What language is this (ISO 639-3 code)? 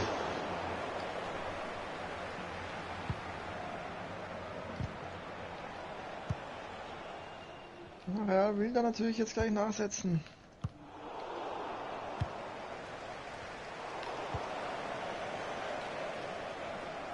deu